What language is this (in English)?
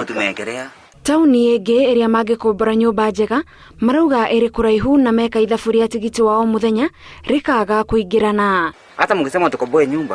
Kikuyu